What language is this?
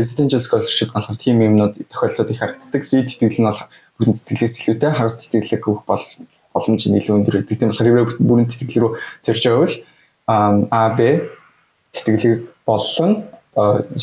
Mongolian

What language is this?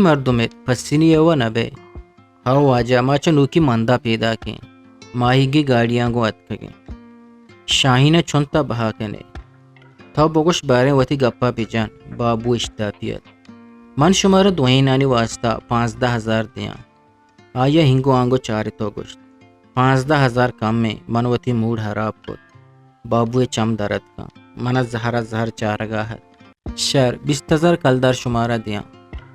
Eastern Balochi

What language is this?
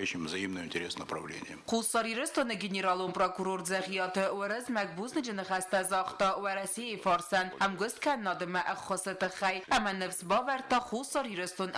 Ossetic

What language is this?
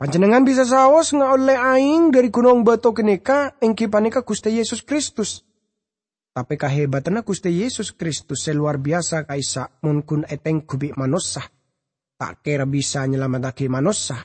Madurese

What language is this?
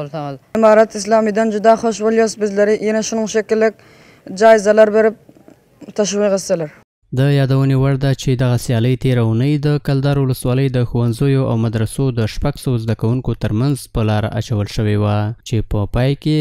Pashto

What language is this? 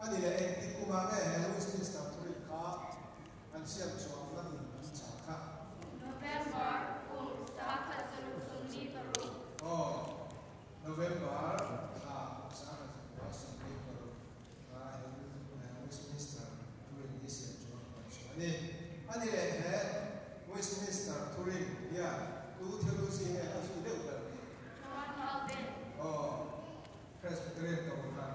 Mizo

